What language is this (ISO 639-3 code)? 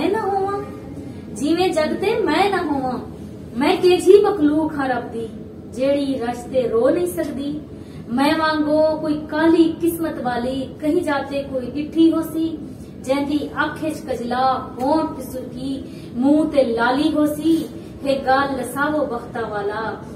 skr